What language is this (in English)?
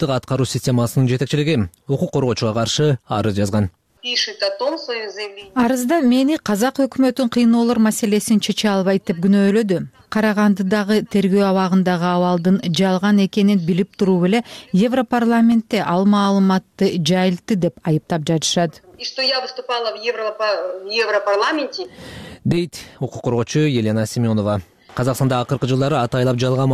Kyrgyz